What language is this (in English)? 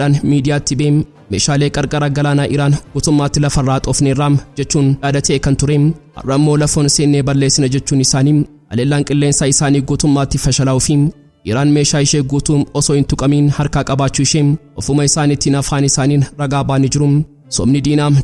Oromo